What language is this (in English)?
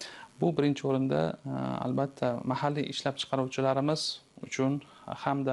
Uzbek